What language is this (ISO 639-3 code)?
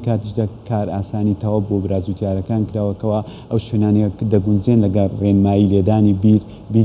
ckb